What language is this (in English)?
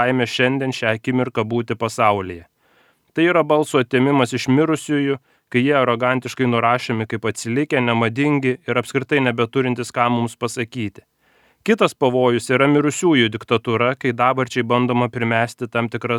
Lithuanian